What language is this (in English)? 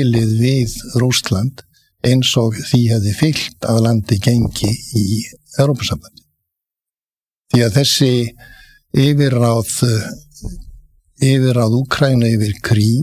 Icelandic